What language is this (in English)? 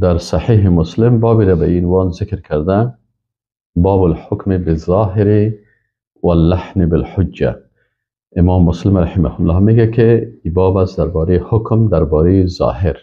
Persian